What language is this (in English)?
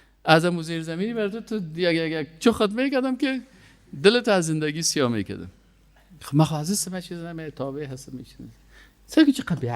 Persian